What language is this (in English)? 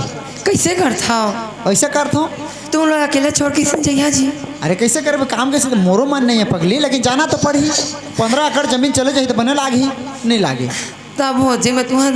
Chhattisgarhi